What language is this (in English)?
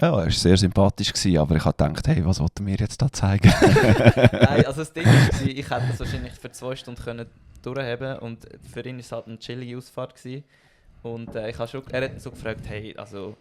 Swiss German